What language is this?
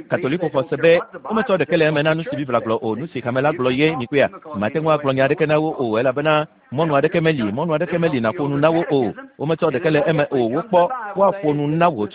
Ewe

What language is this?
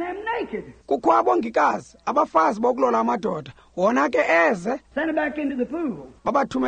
Xhosa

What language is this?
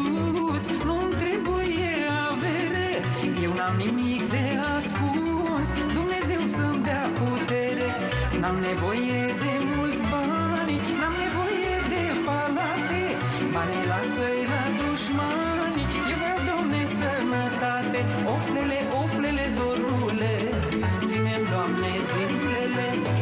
Romanian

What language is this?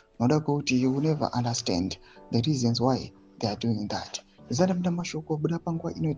Shona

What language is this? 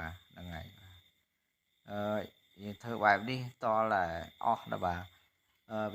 Khmer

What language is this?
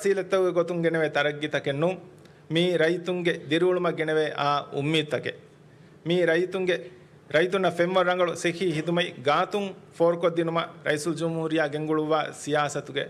Divehi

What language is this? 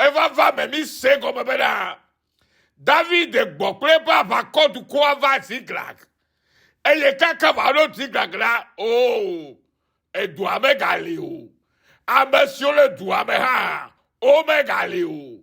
Ewe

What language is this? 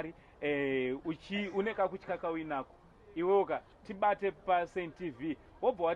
Shona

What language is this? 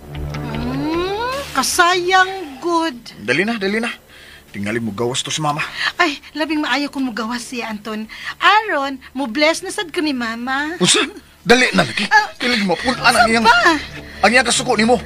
Cebuano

